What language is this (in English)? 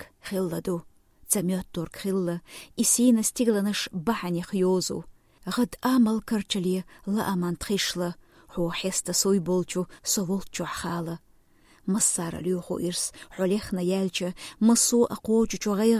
Chechen